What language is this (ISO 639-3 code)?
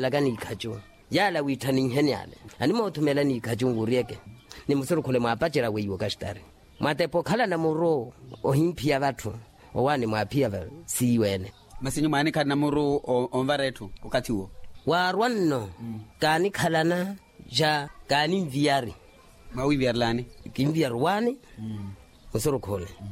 vmw